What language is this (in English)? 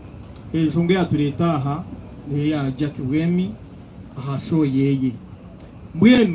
Nyankole